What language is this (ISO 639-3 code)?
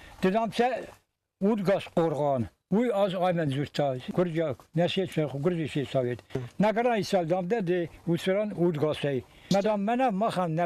oss